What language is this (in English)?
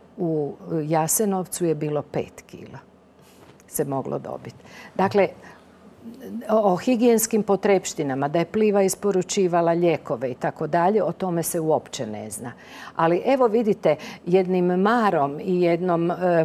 Croatian